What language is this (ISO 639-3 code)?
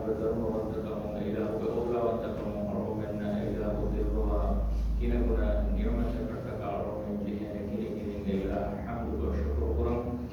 div